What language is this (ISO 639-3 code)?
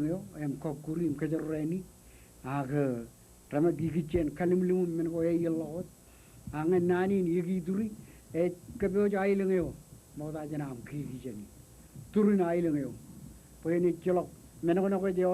mah